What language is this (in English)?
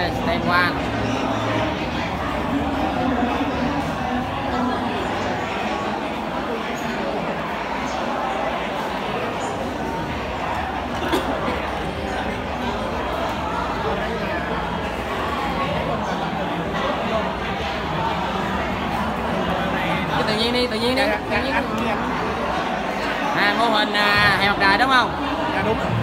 Vietnamese